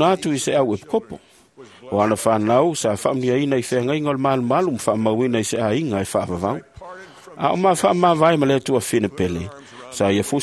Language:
Samoan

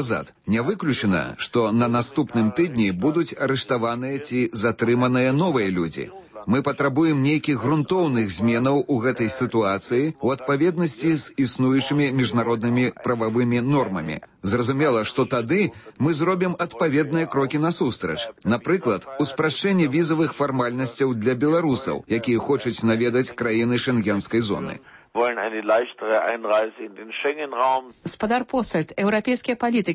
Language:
Belarusian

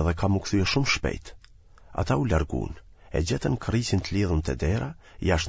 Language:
Albanian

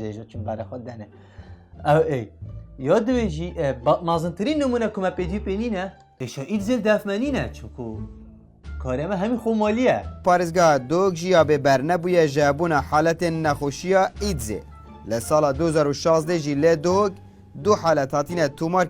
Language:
Kurdish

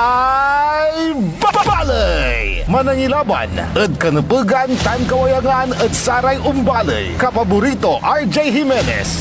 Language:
Pangasinan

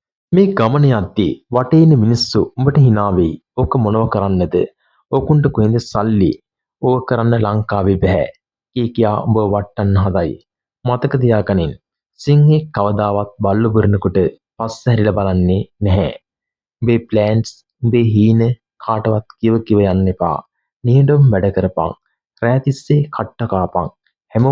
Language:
Sinhala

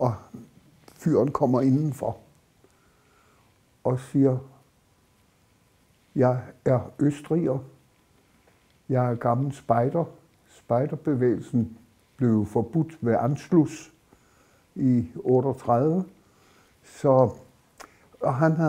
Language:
Danish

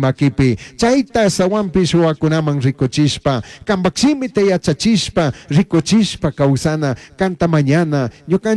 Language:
Chimborazo Highland Quichua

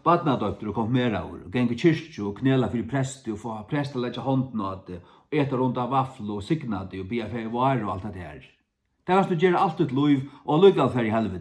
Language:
Faroese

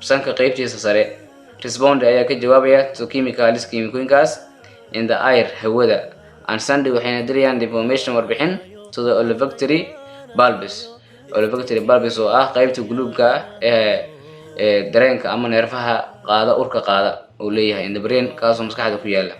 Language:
Somali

